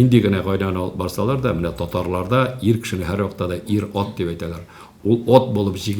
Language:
Tatar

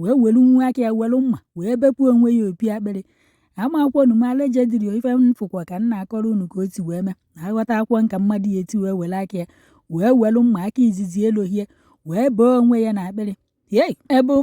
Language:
Igbo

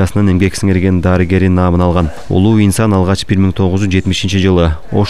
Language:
Kyrgyz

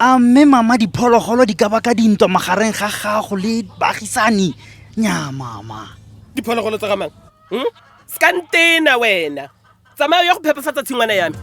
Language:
Tswana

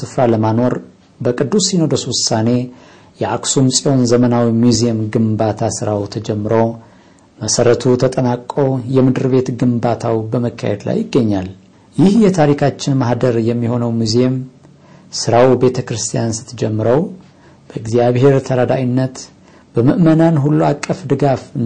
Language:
Amharic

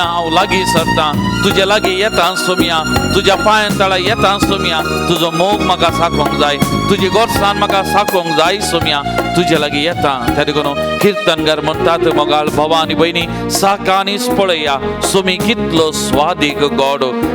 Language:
Konkani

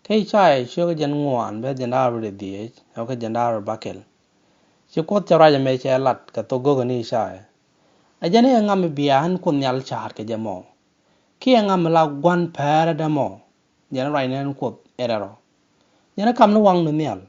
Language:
Nuer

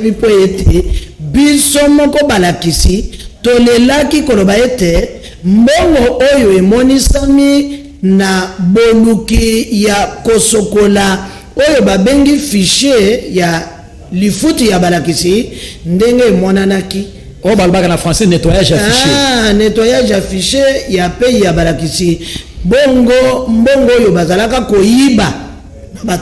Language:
Lingala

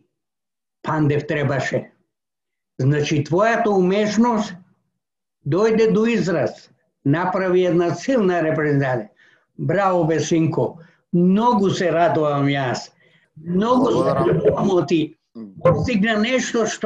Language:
Macedonian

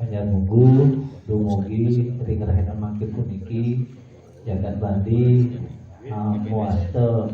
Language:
Balinese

